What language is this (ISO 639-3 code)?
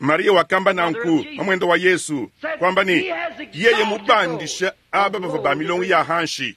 lua